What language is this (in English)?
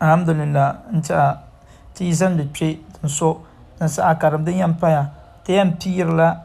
Dagbani